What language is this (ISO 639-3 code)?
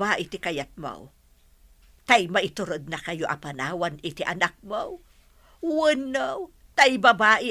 ilo